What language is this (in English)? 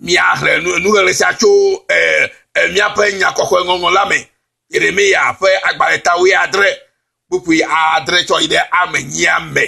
Ewe